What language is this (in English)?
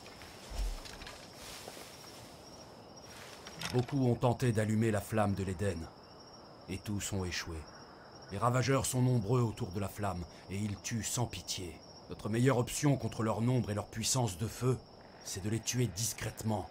French